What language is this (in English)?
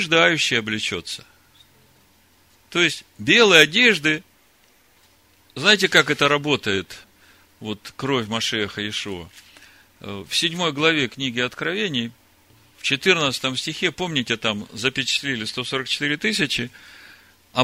Russian